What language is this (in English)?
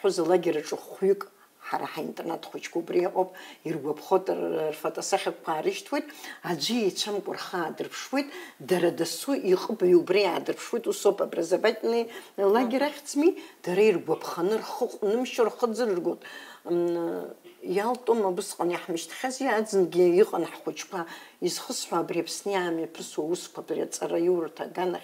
Abkhazian